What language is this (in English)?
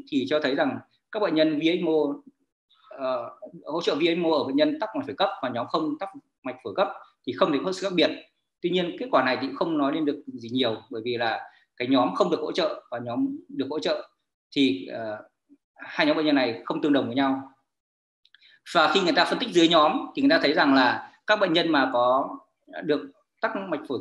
Vietnamese